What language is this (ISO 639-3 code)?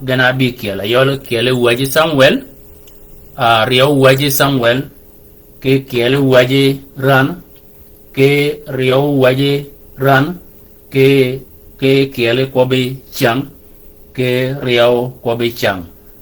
shk